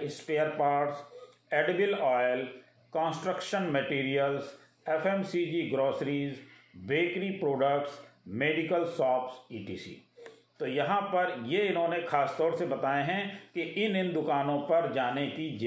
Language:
Hindi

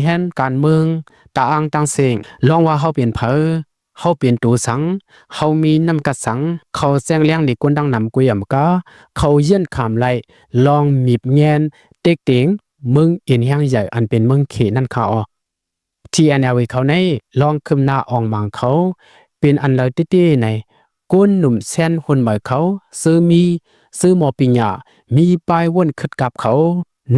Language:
Shan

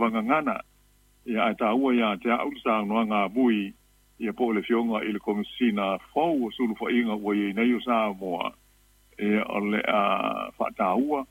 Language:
Samoan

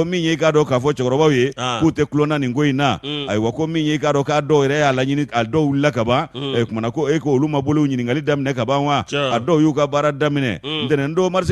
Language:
Bambara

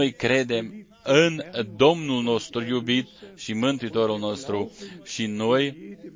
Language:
Romanian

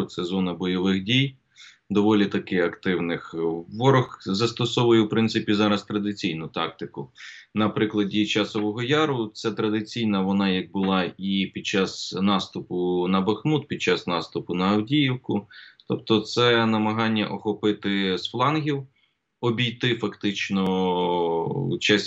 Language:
Ukrainian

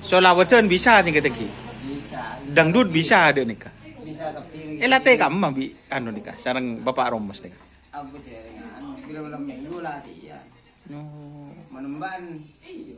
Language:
Madurese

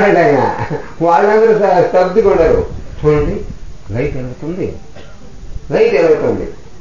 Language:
Telugu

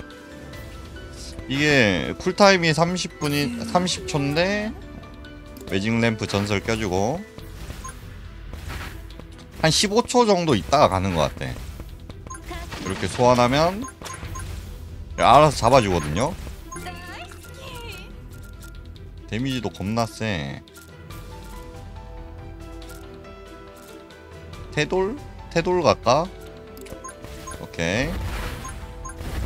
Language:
Korean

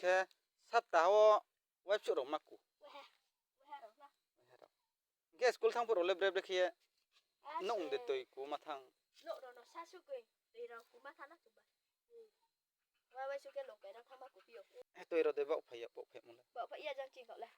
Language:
Riang (India)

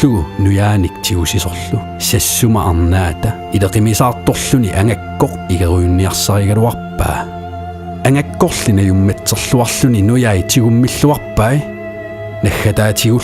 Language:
Kalaallisut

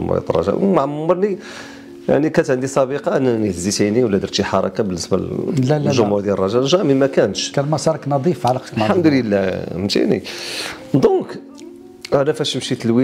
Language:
Moroccan Arabic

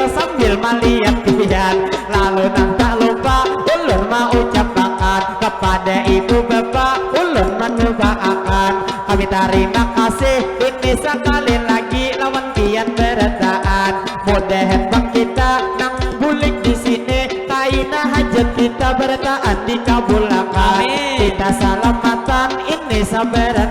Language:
Banjar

